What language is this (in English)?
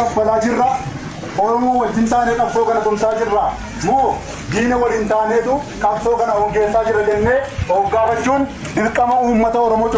Oromo